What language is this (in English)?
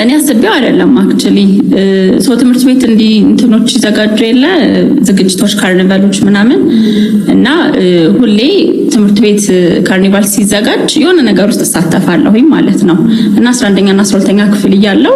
Amharic